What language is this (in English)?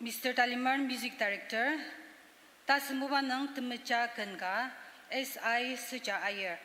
Ao Naga